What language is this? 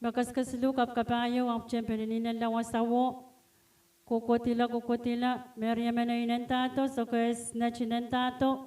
Pohnpeian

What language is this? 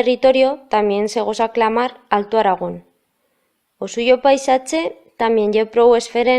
Aragonese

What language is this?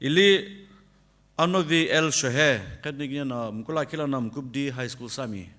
Sumi Naga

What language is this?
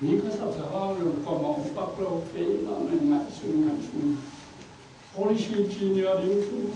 Tedim Chin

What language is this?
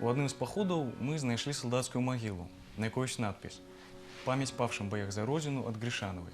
Belarusian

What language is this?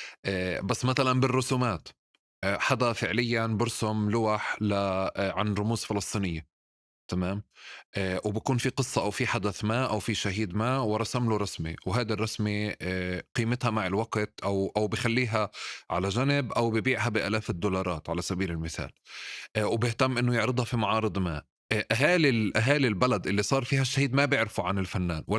North Levantine Arabic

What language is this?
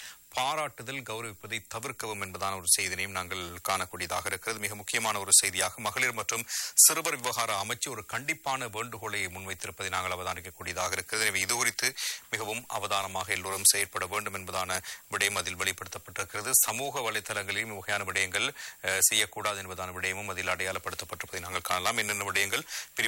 Tamil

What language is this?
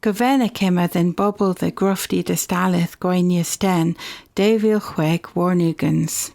Cornish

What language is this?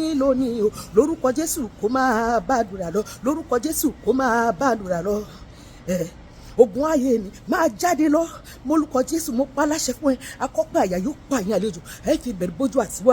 Yoruba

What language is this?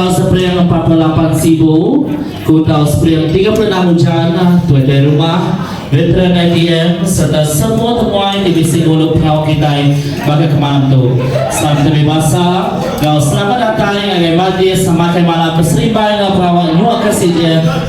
Iban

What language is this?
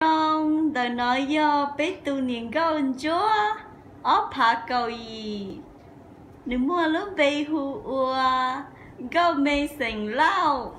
Hmong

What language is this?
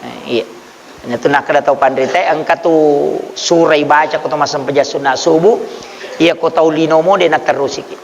Buginese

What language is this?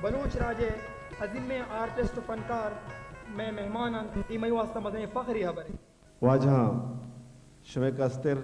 Baluchi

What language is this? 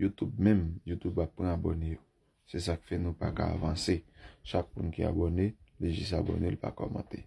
Haitian Creole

